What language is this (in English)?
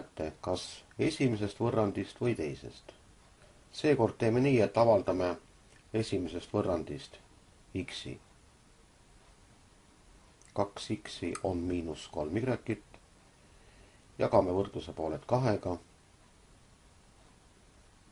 Estonian